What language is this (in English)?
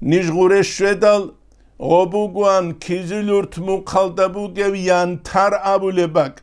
Avaric